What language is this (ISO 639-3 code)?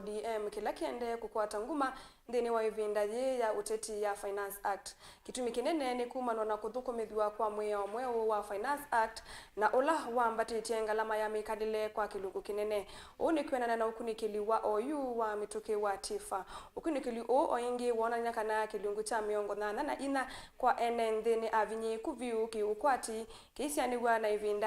kam